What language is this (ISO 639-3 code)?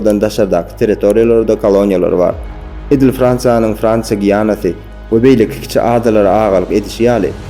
tuk